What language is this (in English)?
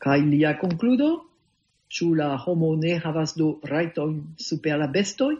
Esperanto